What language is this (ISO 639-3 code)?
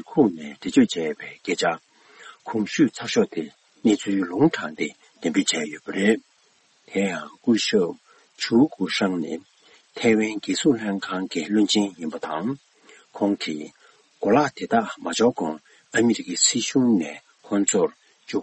bod